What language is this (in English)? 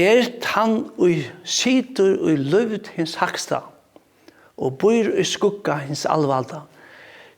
Faroese